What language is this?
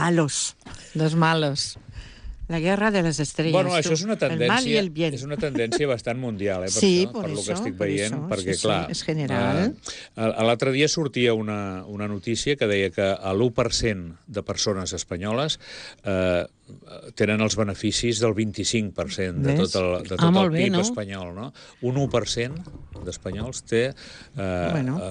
Catalan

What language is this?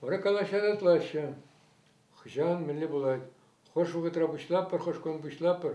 Chuvash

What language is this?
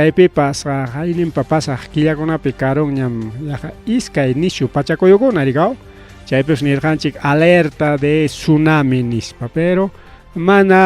Ayacucho Quechua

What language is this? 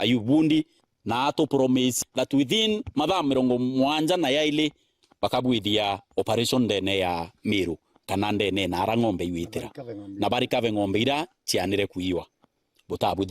Meru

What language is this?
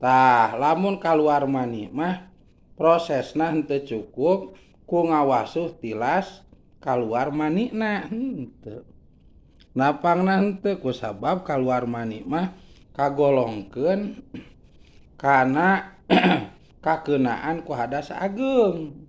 Sundanese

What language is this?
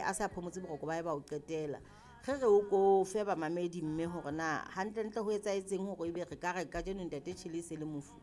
Southern Sotho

